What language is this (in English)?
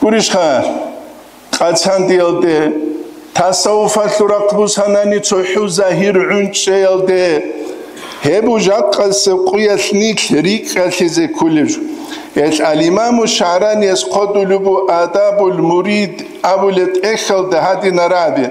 Avaric